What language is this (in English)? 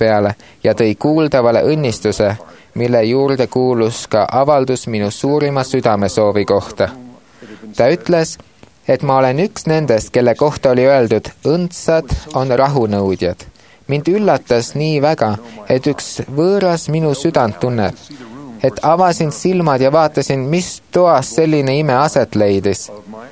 Estonian